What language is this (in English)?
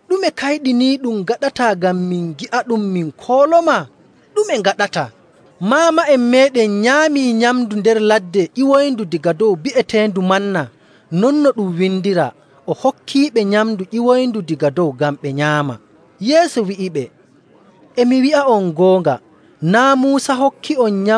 Nigerian Fulfulde